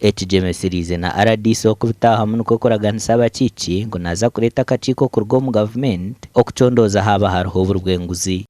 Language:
Nyankole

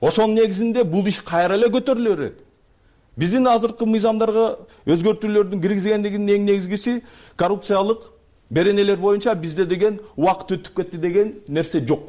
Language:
Kyrgyz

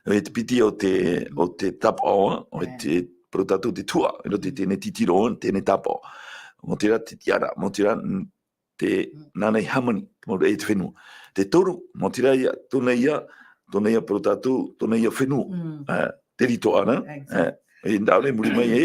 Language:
Tahitian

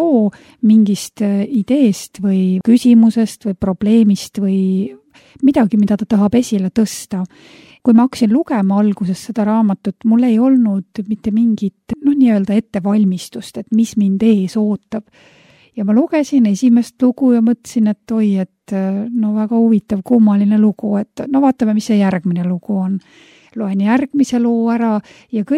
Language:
Estonian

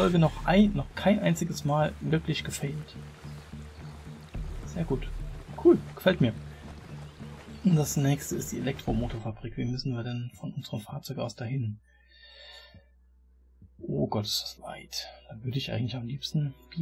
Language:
German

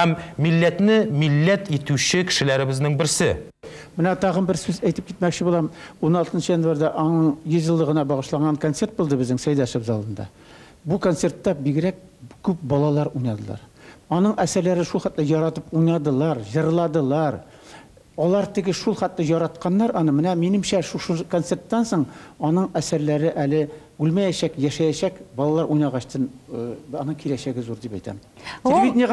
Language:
Tatar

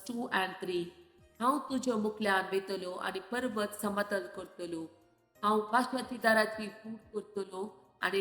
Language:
Konkani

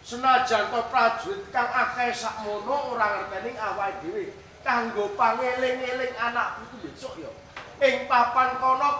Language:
Javanese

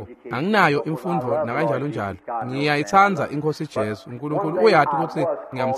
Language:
Swati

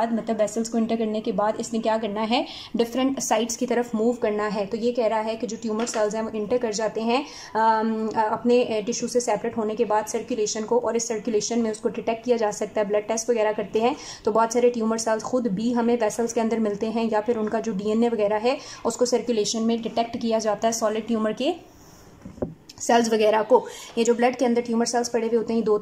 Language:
Hindi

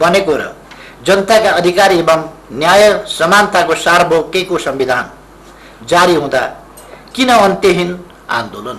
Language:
Nepali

